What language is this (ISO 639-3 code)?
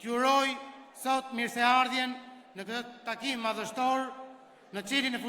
sqi